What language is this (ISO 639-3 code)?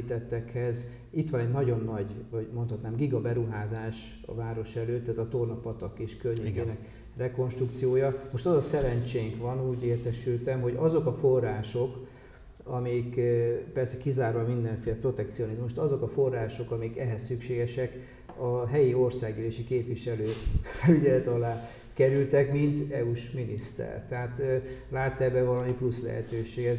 hun